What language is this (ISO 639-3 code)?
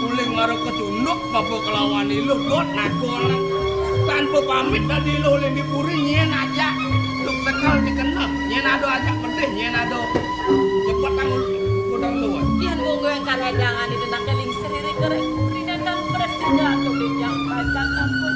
ban